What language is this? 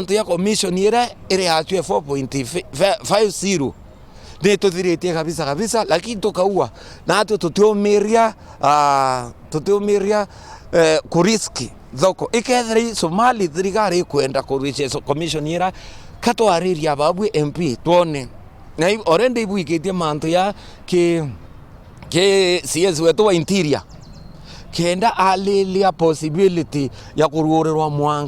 Meru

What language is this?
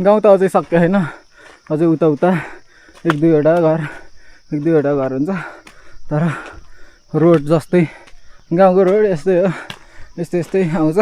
Nepali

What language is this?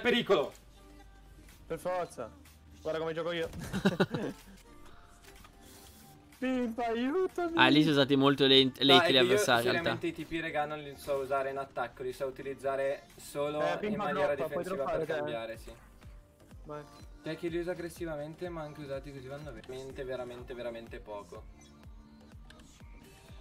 Italian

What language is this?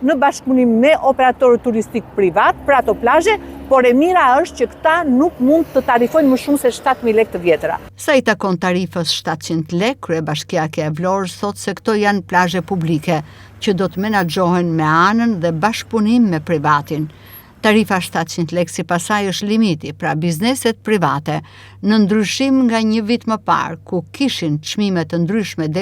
Albanian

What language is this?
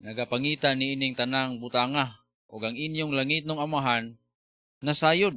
Cebuano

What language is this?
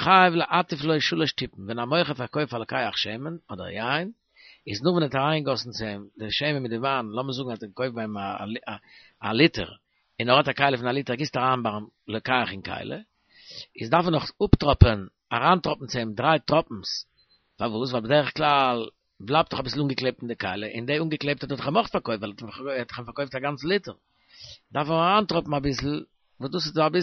Yiddish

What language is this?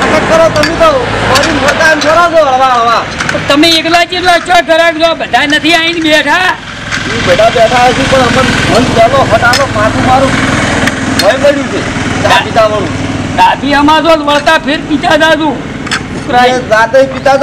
Gujarati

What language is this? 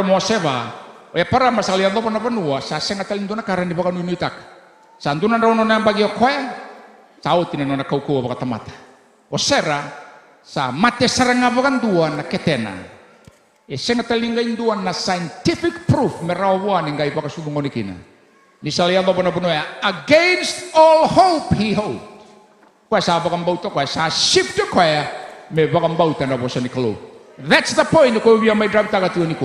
Fijian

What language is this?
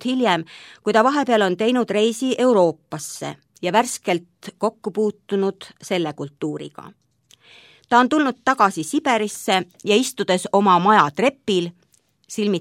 Estonian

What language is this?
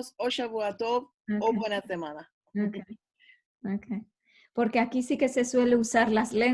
Ladino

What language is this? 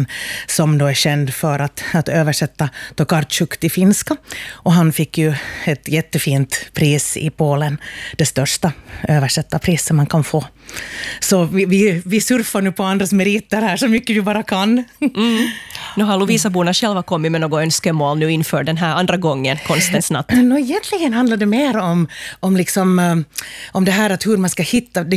Swedish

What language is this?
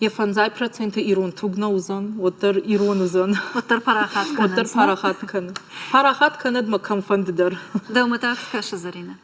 Ossetic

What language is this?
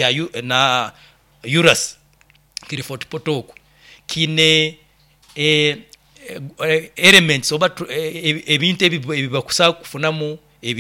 Nyoro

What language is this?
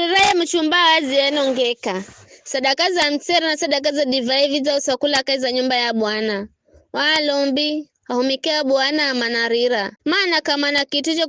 Giryama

